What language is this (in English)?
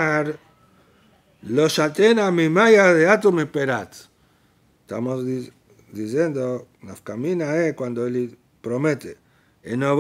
Spanish